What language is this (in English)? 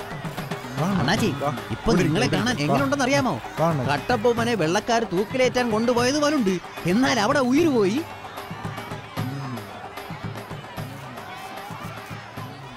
Malayalam